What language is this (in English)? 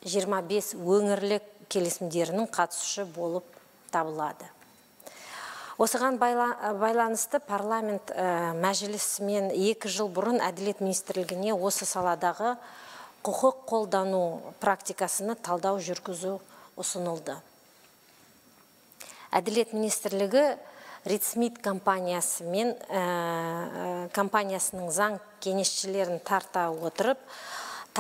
Kazakh